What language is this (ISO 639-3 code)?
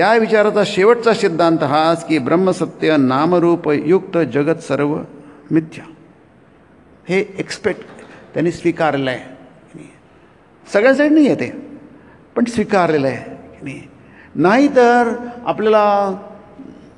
mar